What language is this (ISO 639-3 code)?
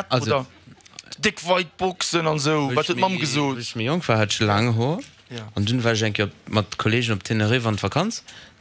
ltz